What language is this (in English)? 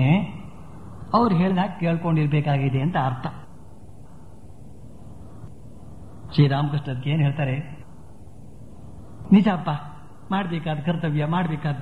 Kannada